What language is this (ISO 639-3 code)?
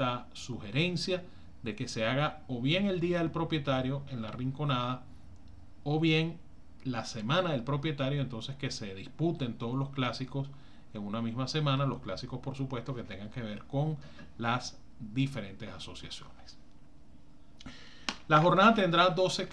spa